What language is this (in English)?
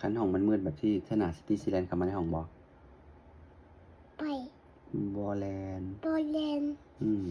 Lao